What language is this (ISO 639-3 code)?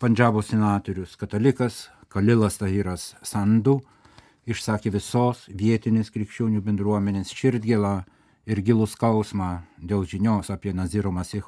lit